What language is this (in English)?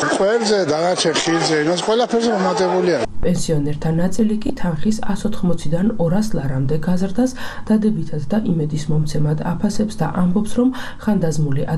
Georgian